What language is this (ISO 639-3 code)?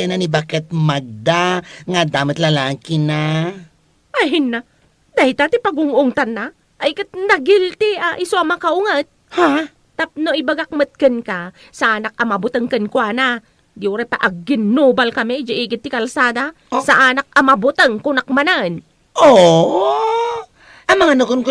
ilo